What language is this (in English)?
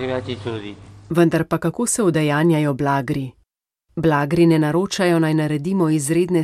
Slovenian